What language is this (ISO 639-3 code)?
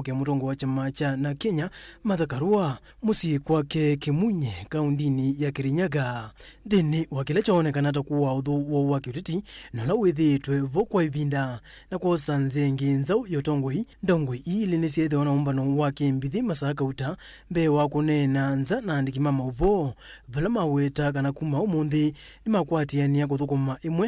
kam